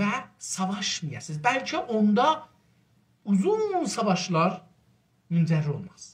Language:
South Azerbaijani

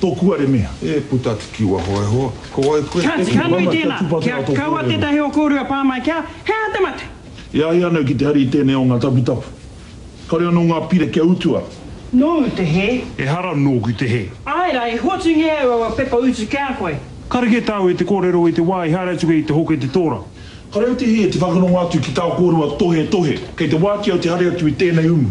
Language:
Māori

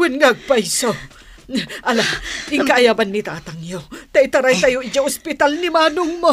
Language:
Iloko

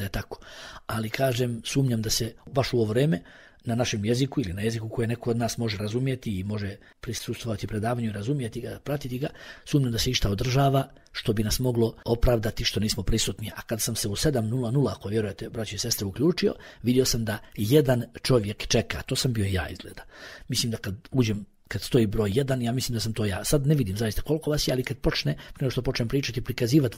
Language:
Bosnian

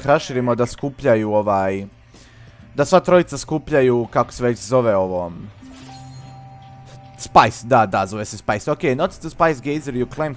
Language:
Croatian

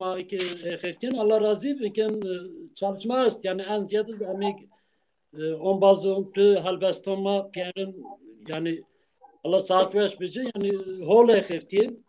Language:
Zaza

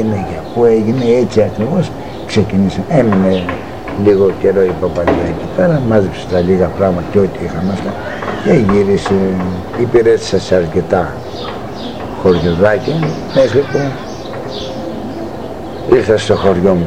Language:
Greek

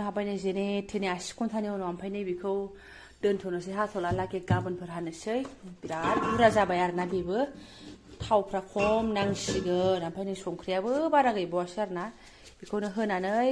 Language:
Bodo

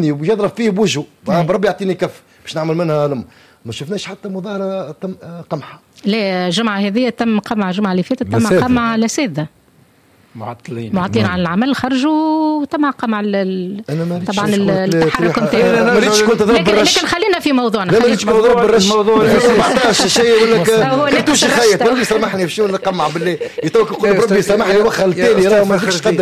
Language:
Tunisian Arabic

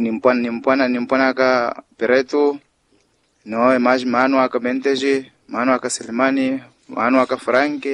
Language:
Makhuwa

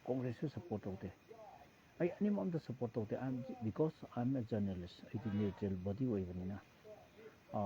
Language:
Manipuri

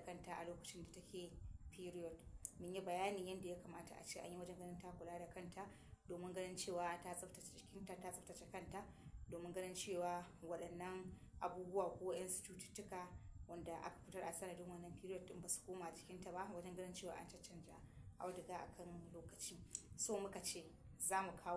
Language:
Hausa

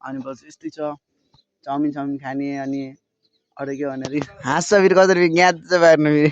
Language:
Nepali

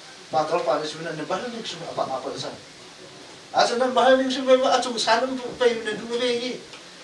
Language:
Hakha Chin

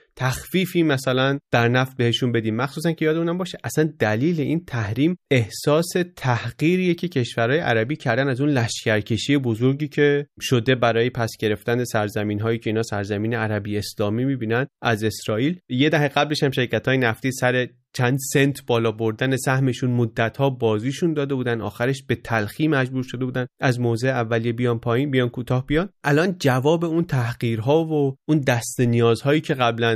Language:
Persian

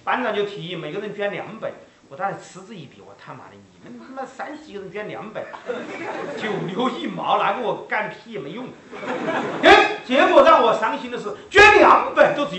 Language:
Chinese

